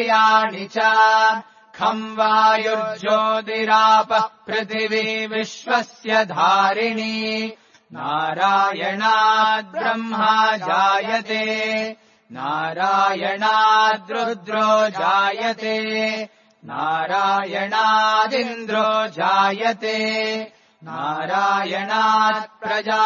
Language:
Sanskrit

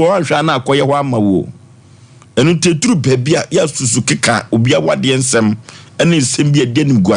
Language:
Akan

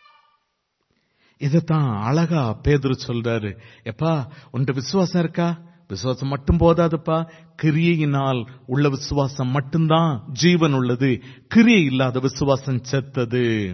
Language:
Tamil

